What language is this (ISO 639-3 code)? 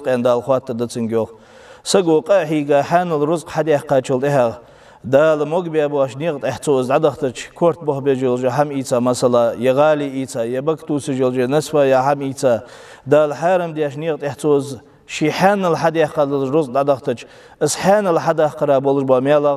inh